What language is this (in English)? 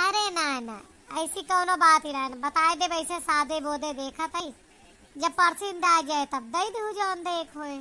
Awadhi